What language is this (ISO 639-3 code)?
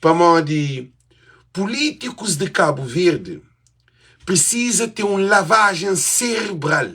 kea